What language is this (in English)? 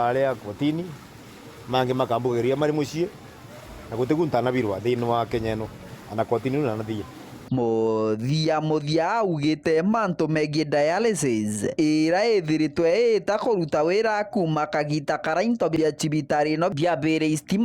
Meru